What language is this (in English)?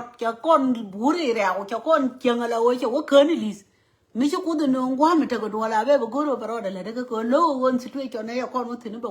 Nuer